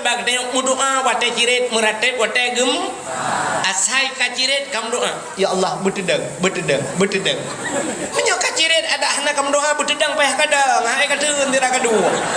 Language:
Achinese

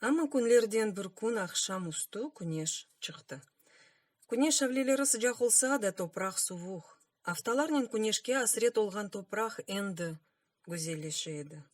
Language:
Crimean Tatar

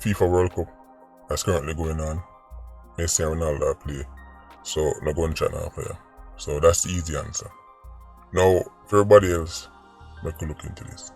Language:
Jamaican Creole English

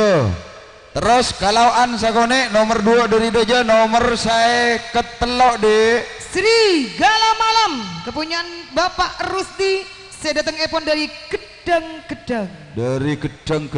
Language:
Madurese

